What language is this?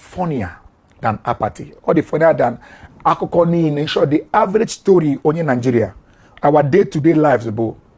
Igbo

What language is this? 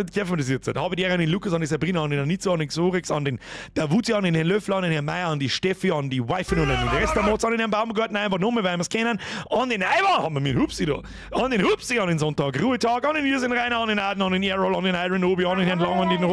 Bavarian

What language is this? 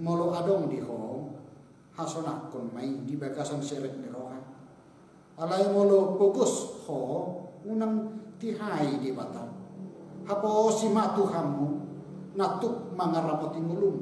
Batak Toba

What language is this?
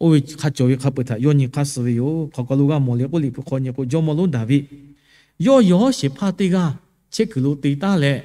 Lahu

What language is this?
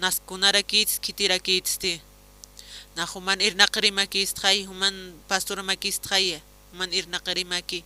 Aymara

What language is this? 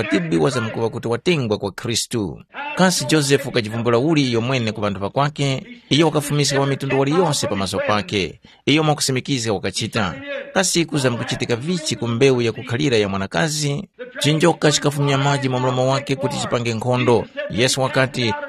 Tumbuka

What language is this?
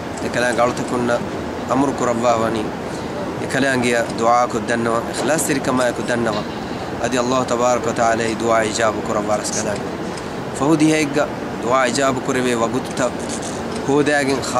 Divehi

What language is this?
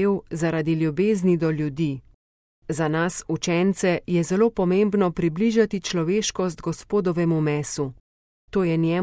Slovenian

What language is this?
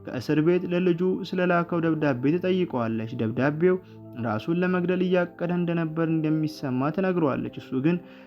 Amharic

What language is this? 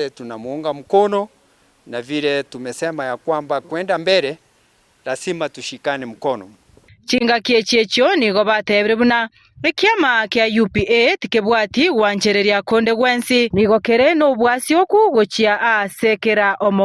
Gusii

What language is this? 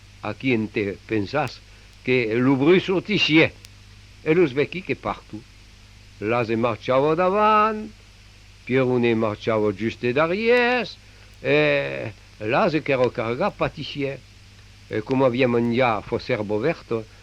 Occitan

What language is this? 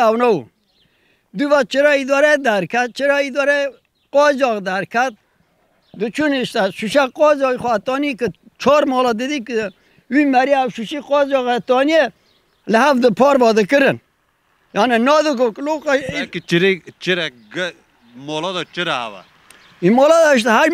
Kurdish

